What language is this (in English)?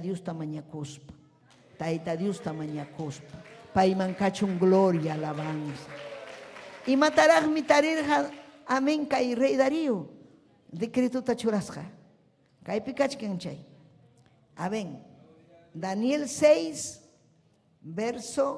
Ayacucho Quechua